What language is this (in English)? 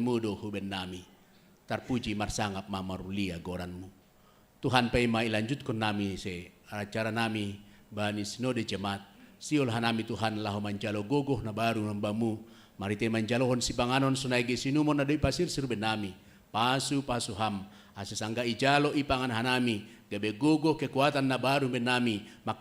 Batak Simalungun